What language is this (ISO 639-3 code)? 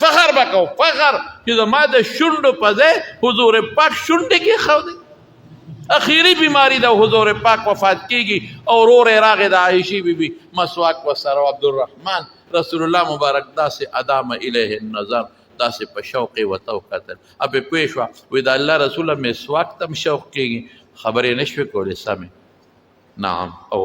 pus